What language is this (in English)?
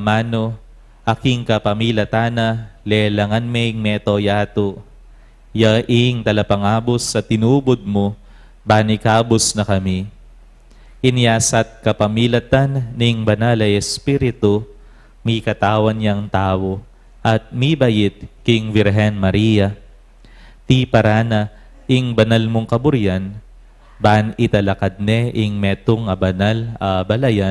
Pampanga